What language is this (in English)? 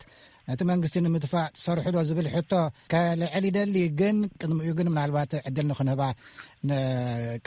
Tigrinya